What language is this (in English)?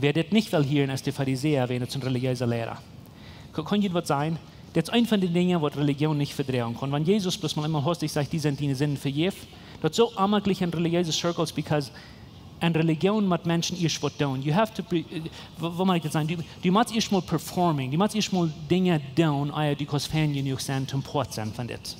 Plautdietsch